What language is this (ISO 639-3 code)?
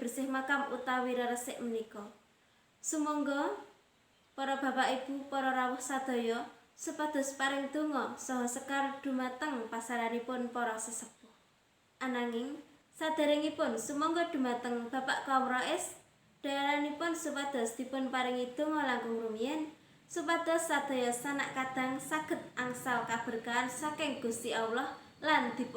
jav